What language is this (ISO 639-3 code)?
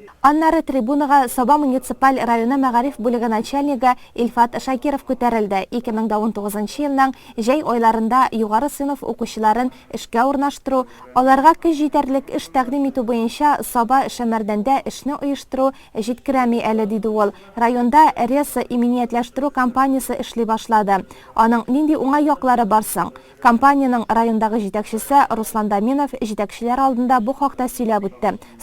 tat